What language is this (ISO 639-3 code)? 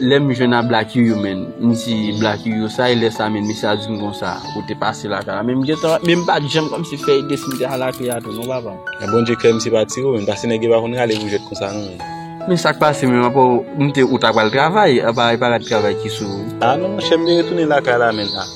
hat